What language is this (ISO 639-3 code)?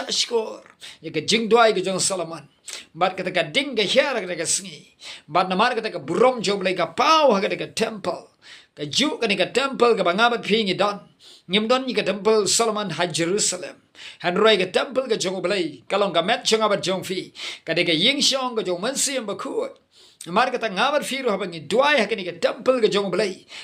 kha